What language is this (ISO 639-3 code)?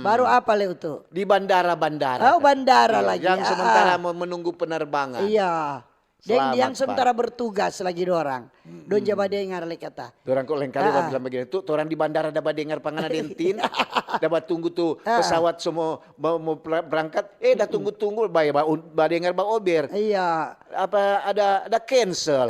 xmm